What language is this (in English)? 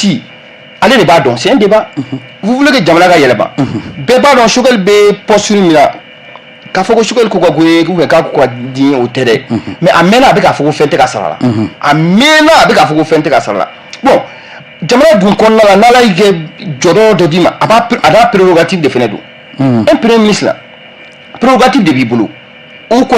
Bambara